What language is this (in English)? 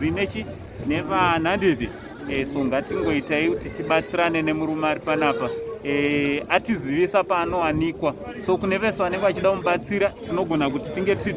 Shona